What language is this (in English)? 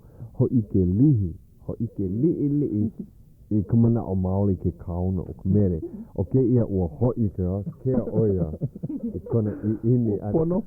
Hawaiian